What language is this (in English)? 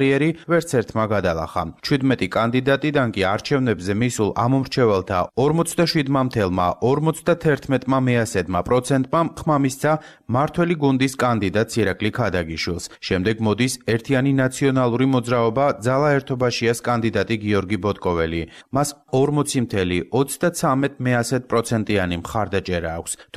Georgian